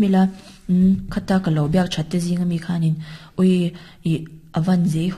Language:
Mizo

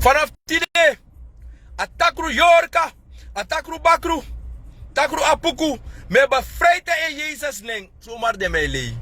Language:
Sranan Tongo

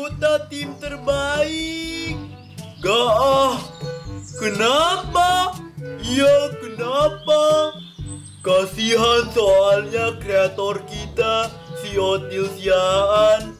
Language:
Indonesian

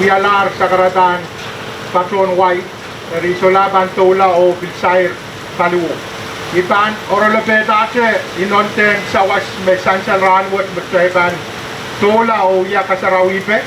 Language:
Pohnpeian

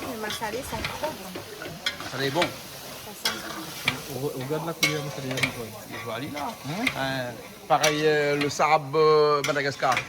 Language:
Réunion Creole French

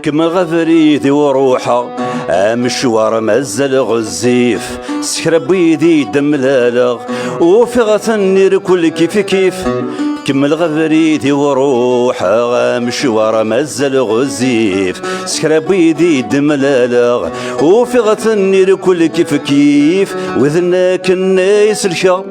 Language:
Kabyle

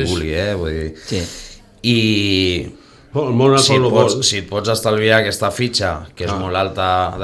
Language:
Catalan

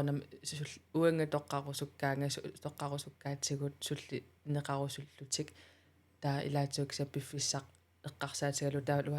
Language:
Kalaallisut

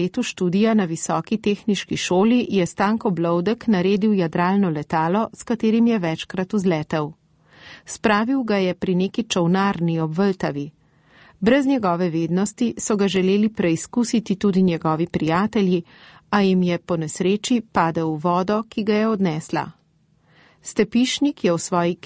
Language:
Slovenian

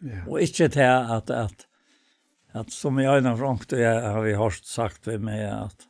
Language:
Faroese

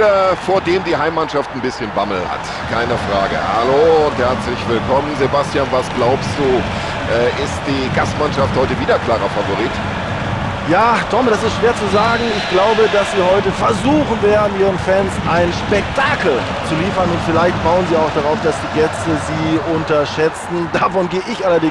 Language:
Bavarian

